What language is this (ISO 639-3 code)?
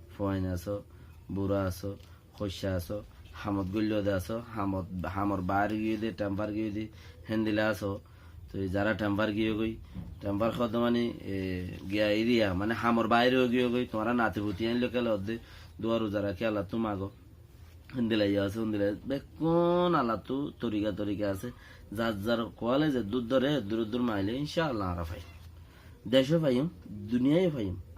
rhg